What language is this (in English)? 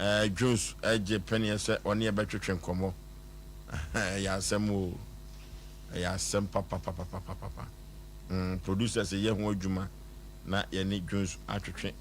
Akan